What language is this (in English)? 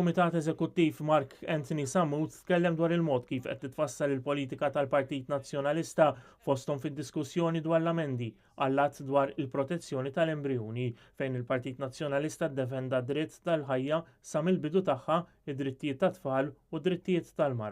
Maltese